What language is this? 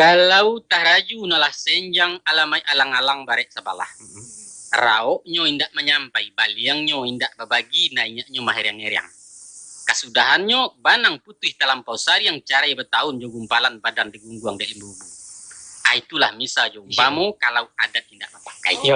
Minangkabau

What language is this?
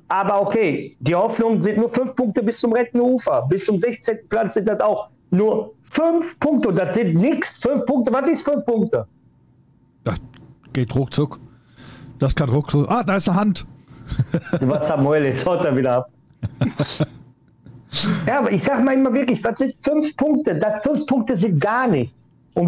German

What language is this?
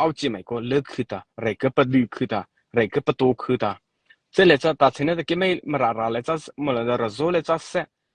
Mara Chin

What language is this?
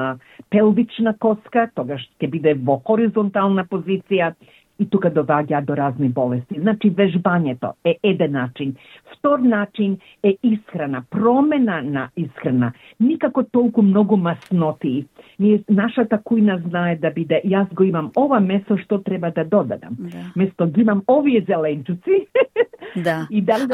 Macedonian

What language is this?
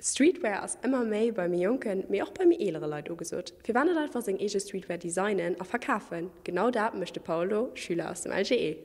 Luxembourgish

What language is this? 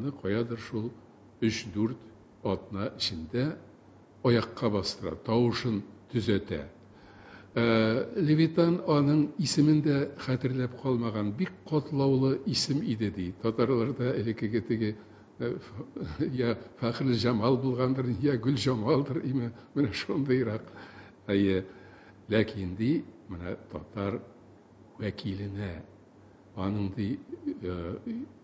Tatar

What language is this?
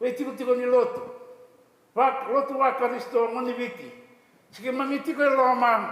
Fijian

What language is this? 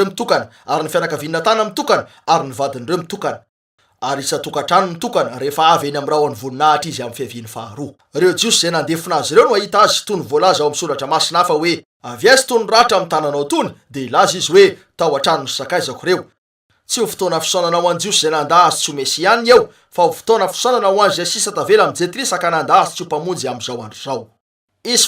Malagasy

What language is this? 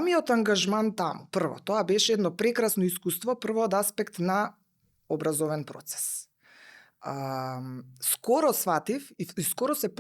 Macedonian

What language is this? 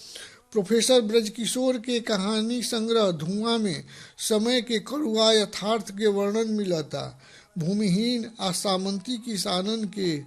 Bhojpuri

